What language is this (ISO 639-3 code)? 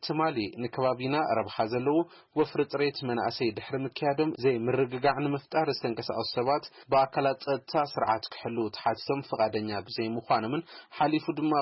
tir